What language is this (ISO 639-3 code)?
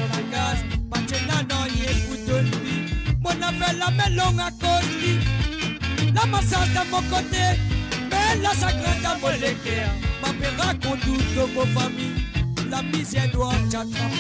mfe